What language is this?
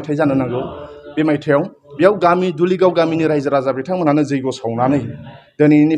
Bodo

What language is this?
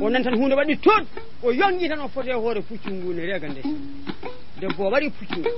Fula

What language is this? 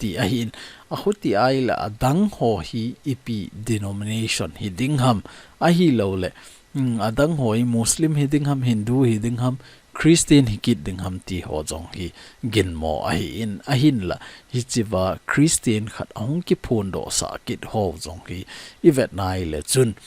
Thado Chin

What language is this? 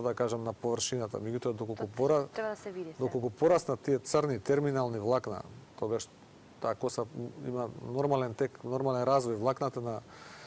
Macedonian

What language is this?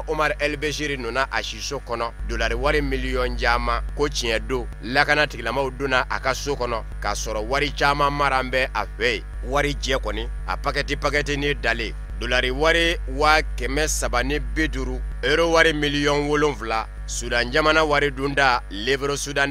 Bambara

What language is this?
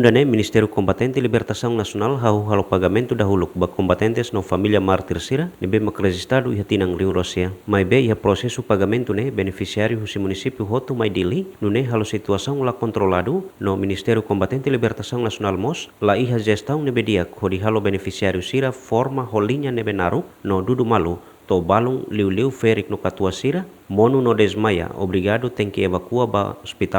Tetum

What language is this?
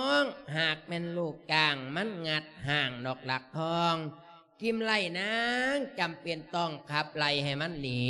Lao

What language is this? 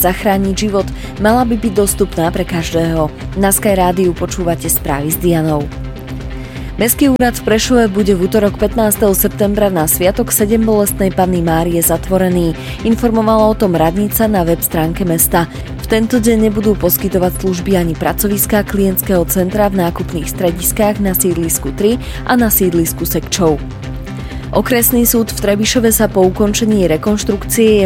Slovak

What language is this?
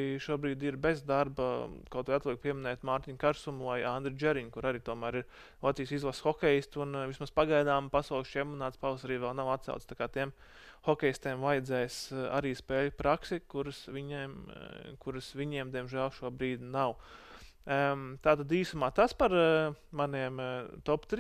Latvian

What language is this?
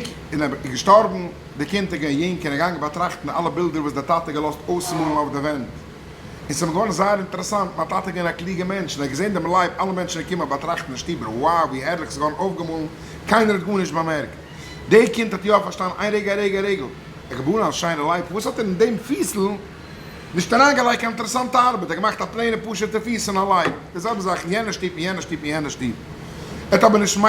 Yiddish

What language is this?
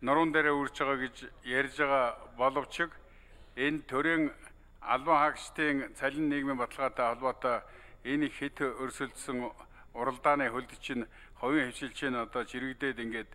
Mongolian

